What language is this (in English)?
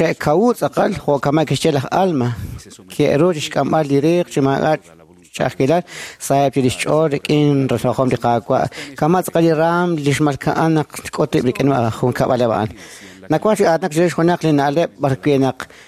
Kekchí